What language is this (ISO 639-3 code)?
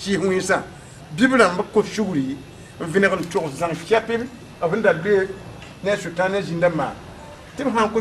mos